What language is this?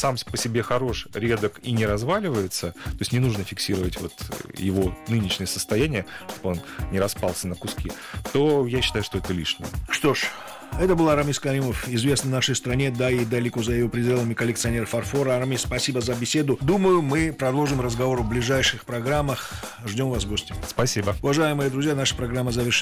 Russian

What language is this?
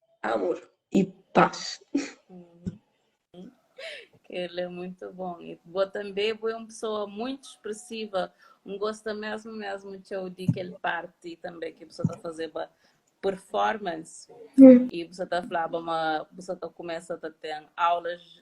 Kabuverdianu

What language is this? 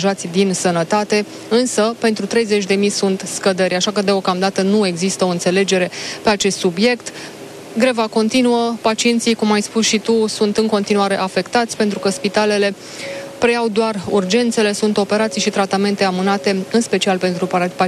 Romanian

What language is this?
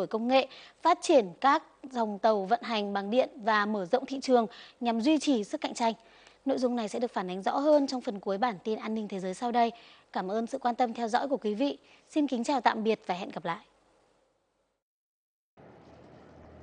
Vietnamese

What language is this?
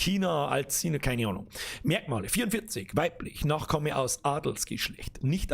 Bavarian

